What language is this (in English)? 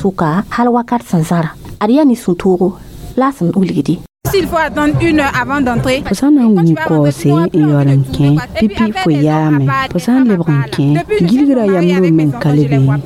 Mossi